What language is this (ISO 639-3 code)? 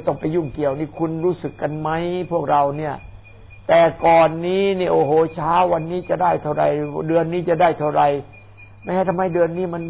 tha